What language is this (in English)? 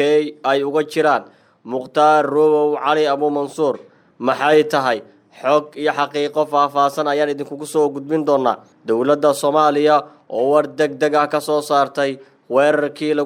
Somali